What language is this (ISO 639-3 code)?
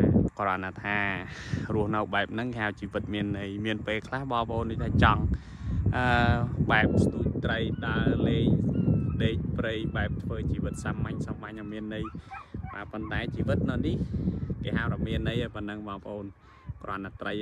khm